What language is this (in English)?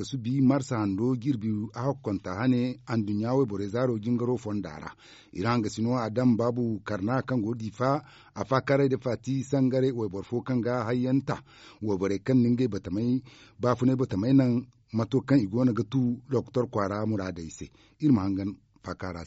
Zarma